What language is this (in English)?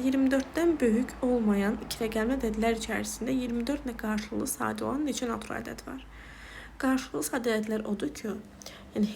Azerbaijani